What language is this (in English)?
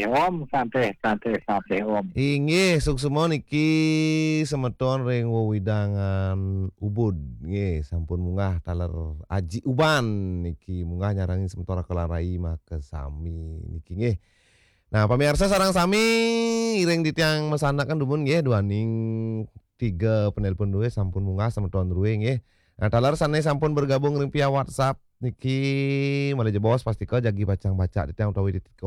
Balinese